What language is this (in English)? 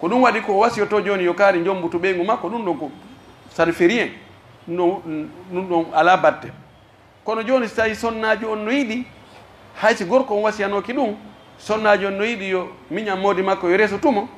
Pular